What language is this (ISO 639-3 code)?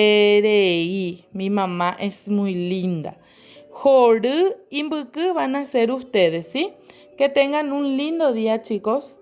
grn